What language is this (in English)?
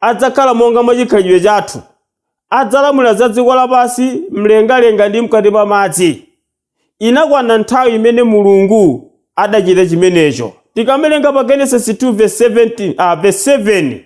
Nyanja